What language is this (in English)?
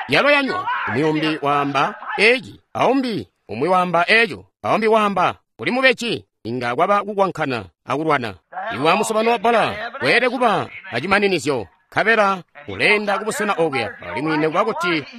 Tonga (Zambia)